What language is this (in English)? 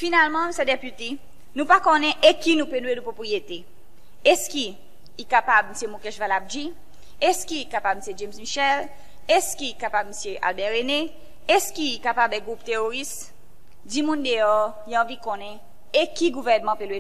Seselwa Creole French